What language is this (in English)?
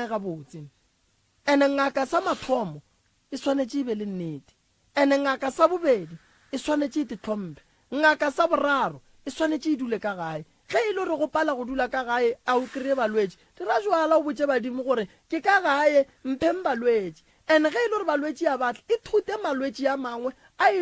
Northern Sotho